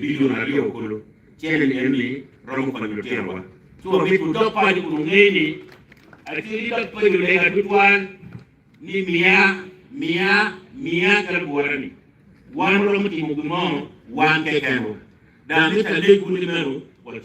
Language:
Acoli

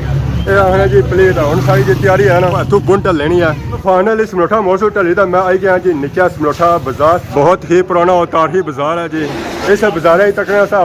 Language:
Pahari-Potwari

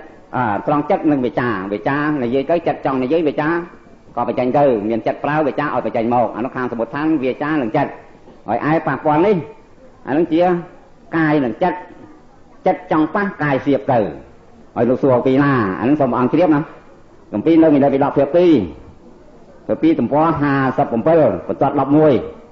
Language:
Khmer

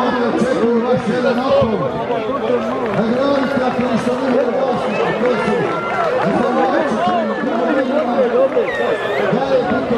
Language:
Croatian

